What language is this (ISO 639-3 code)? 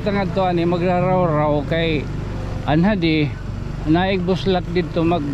war